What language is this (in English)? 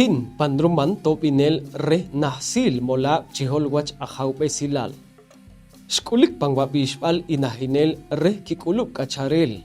Poqomchi'